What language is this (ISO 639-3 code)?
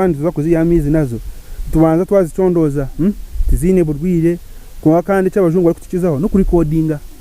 nyn